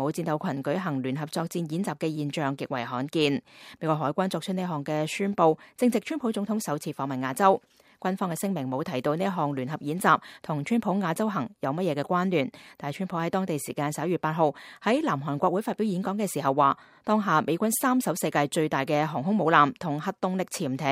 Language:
Cantonese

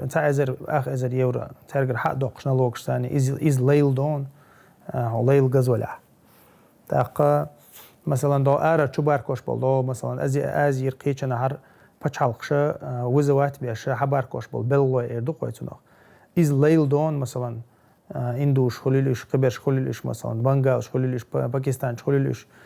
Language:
Chechen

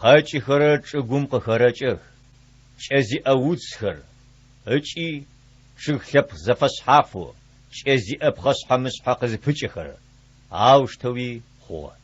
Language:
Adyghe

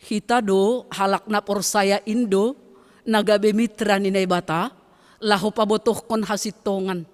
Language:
Batak Simalungun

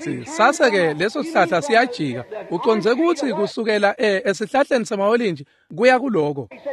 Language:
Swati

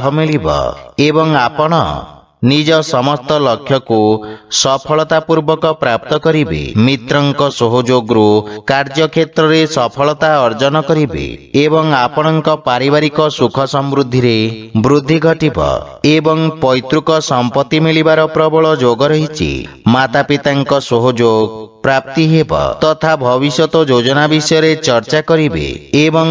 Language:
Odia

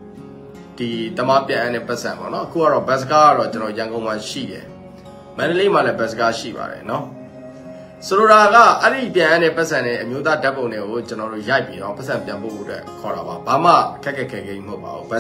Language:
Burmese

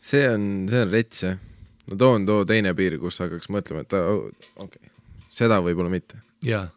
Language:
Estonian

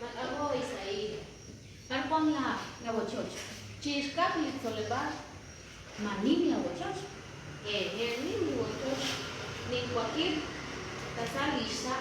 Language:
Kekchí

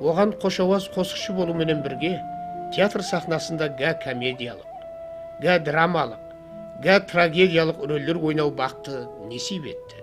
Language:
Kara-Kalpak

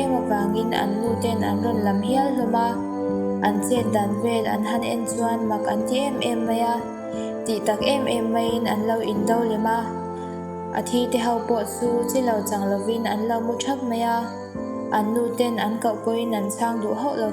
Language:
Mizo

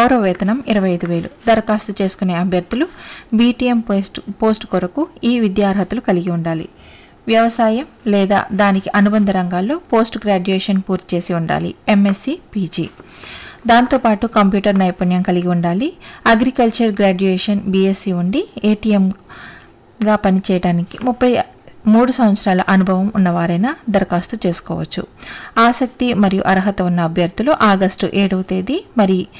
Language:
Telugu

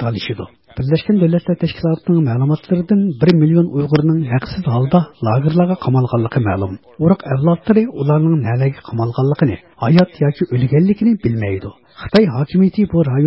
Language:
Uyghur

